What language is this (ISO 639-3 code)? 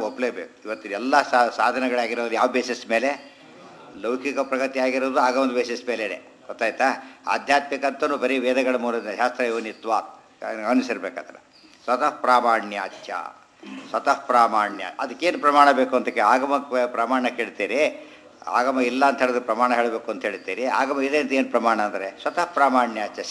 kan